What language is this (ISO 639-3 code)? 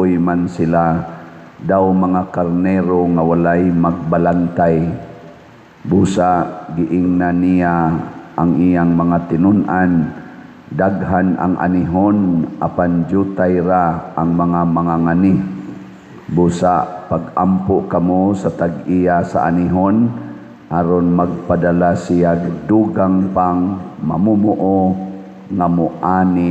ceb